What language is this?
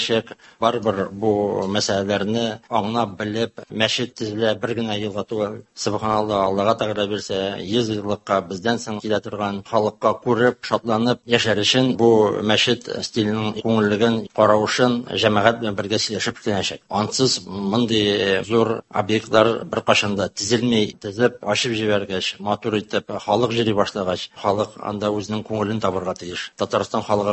Tatar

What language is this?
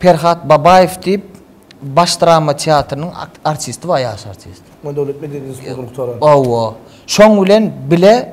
Turkmen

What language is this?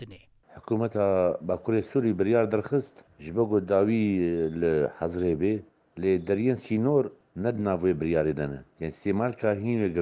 Kurdish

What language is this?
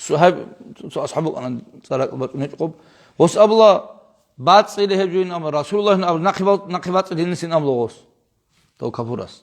Avaric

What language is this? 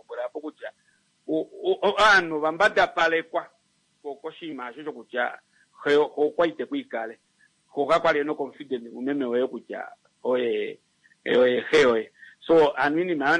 Kuanyama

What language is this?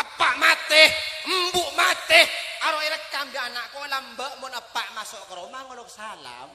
Madurese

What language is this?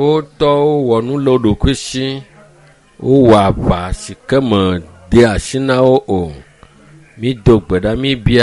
Ewe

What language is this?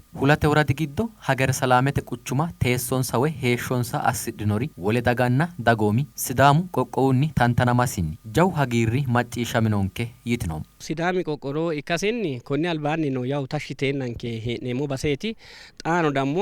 Sidamo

